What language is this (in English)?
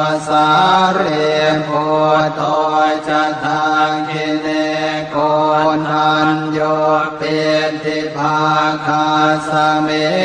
Pali